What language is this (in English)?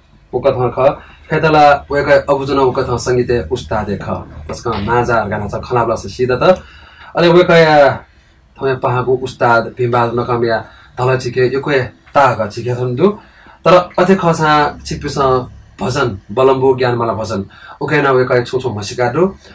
Newari